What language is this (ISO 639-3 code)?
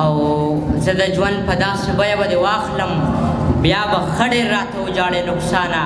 pus